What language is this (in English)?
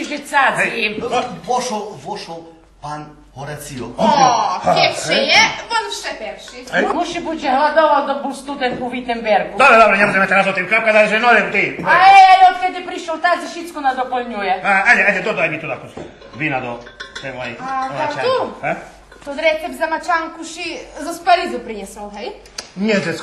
Rusyn